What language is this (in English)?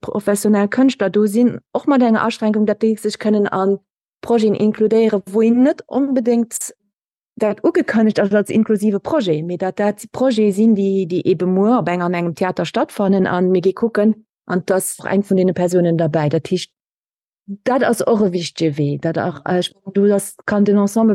Luxembourgish